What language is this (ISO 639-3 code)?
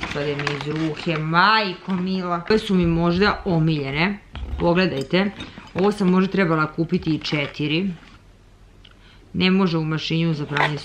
srp